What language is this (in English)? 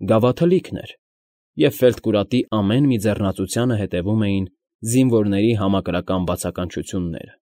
Armenian